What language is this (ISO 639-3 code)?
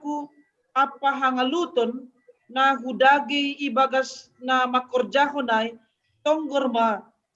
bts